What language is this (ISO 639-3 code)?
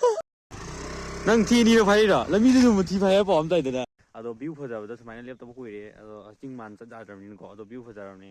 mni